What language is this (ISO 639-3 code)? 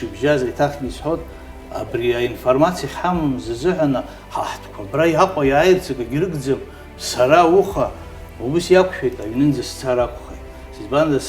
abk